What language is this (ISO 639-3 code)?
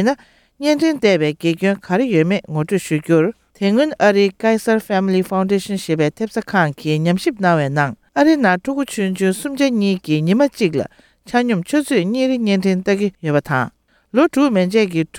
bod